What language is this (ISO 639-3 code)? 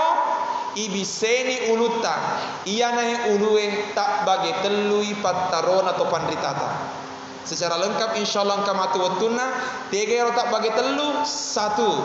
bug